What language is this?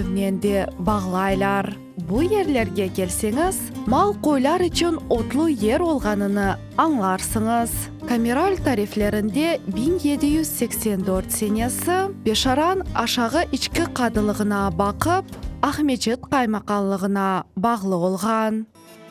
Crimean Tatar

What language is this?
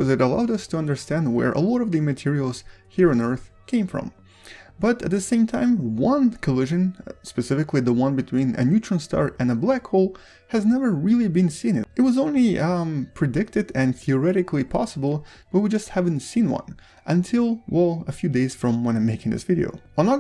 English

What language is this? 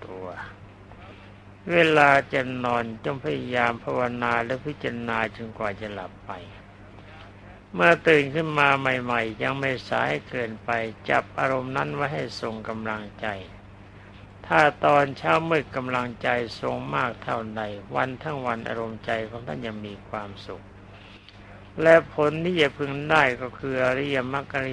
Thai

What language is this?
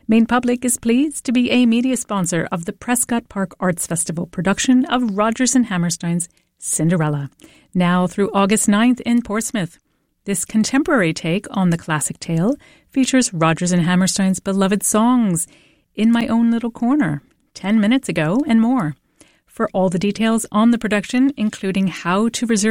English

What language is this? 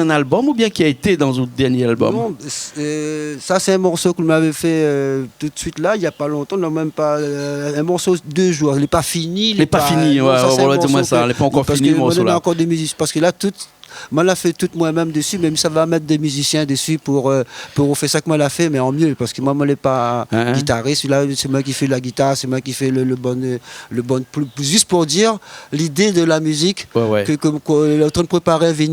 Réunion Creole French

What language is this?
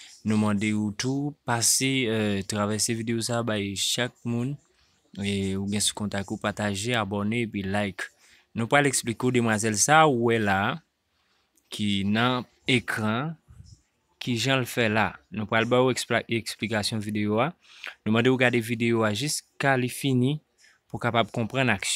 Haitian Creole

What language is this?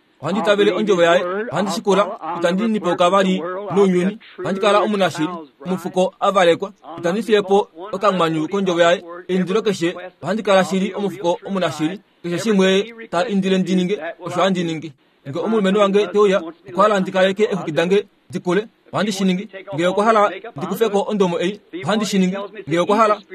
Kuanyama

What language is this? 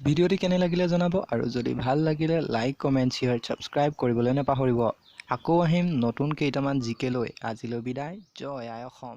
Assamese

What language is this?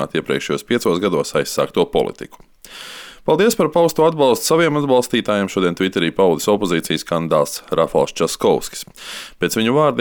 Latvian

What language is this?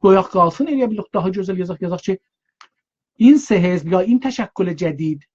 South Azerbaijani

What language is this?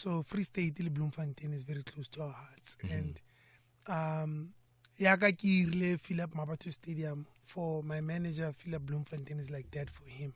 Tswana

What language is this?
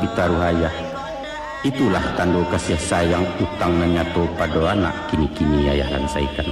Minangkabau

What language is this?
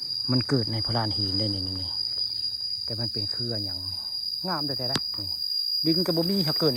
Northeastern Thai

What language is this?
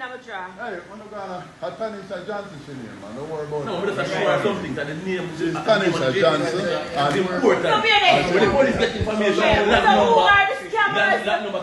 Jamaican Creole English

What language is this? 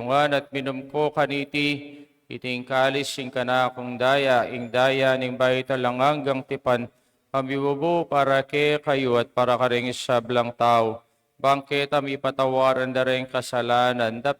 Pampanga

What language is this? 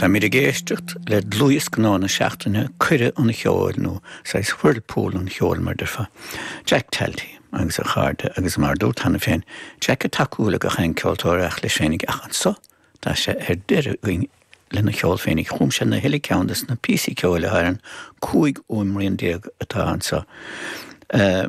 Irish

